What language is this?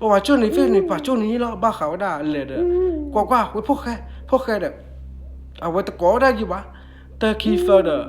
S'gaw Karen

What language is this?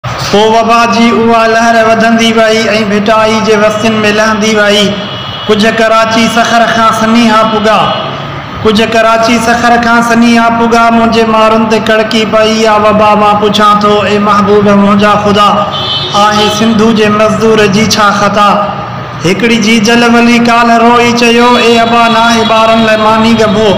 Sindhi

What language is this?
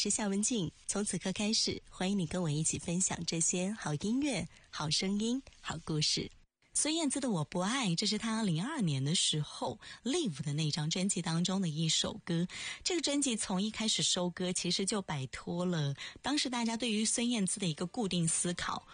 Chinese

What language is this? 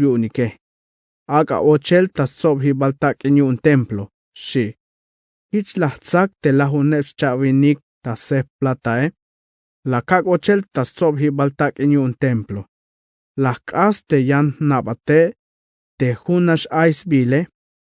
Tzeltal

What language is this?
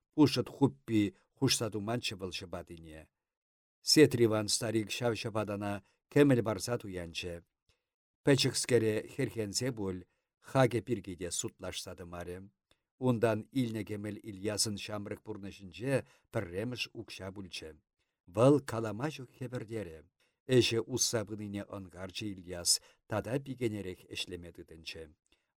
Chuvash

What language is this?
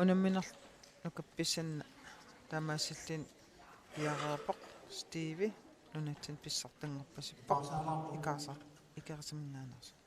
Kalaallisut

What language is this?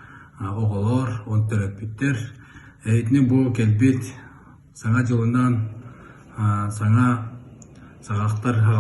Yakut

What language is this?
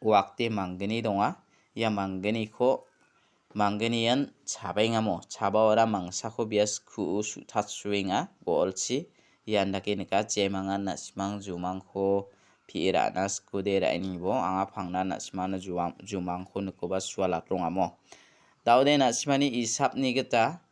Garo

